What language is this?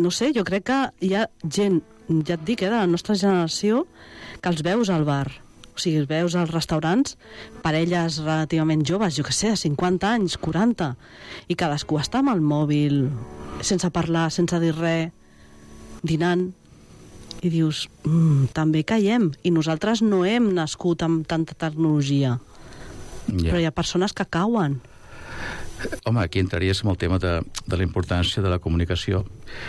Catalan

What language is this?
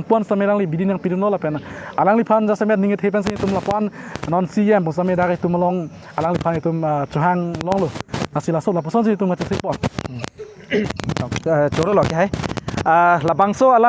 Karbi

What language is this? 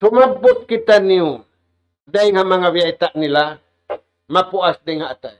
Tausug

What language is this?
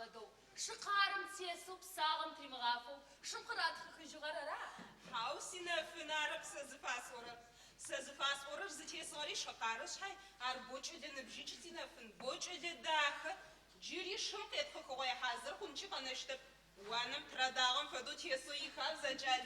Adyghe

